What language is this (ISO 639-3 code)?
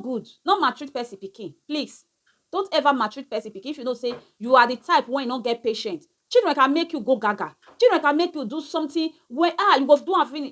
pcm